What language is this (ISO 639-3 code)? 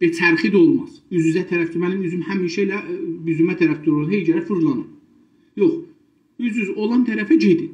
azb